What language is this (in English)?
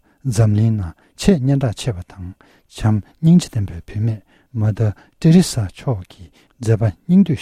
Tibetan